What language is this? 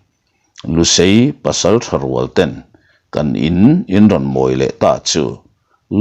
Mizo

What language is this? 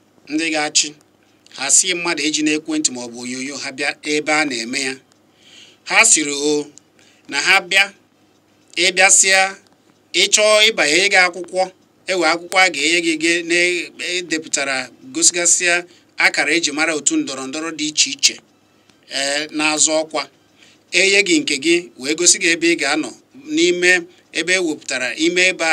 Igbo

